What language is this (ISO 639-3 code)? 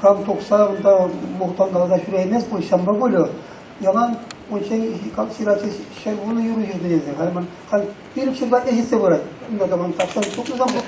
chv